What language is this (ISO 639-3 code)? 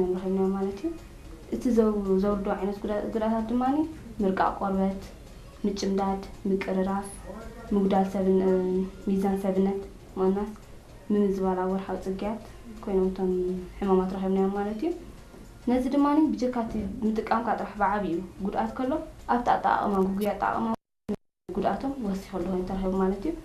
tir